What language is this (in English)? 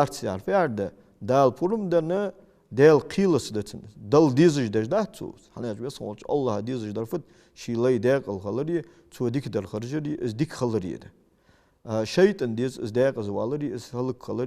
Ingush